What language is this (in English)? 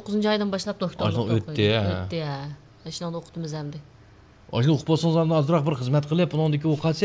Uyghur